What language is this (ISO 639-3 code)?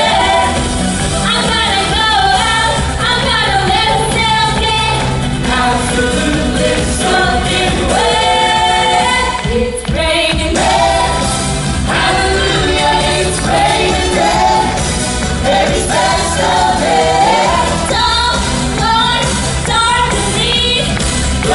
jpn